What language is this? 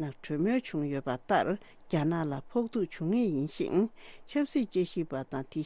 Tibetan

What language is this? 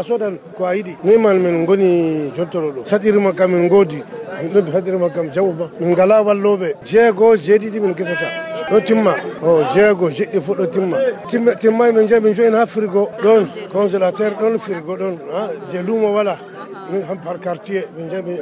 Nigerian Fulfulde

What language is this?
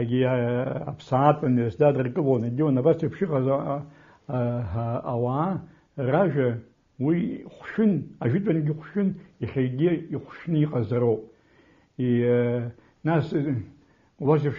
Abkhazian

